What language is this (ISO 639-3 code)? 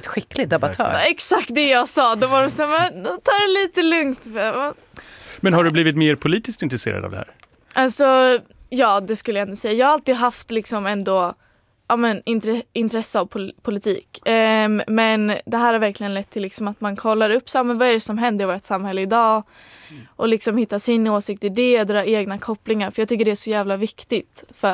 swe